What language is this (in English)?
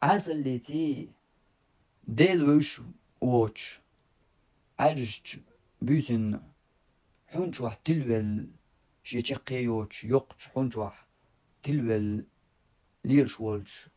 Chechen